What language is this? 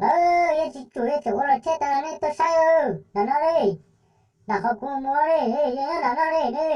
Hmong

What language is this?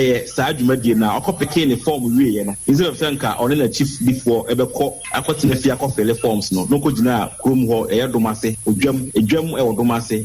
Akan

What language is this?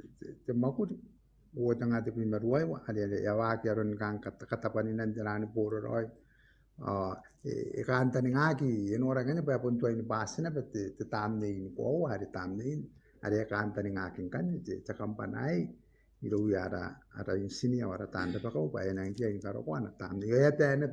Gilbertese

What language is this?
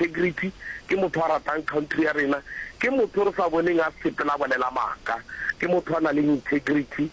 Northern Sotho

